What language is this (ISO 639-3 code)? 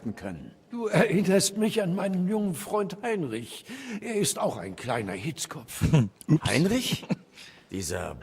bar